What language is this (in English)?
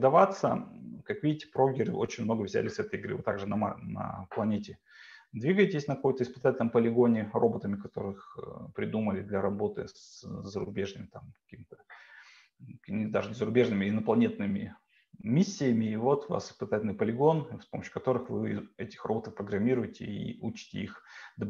Russian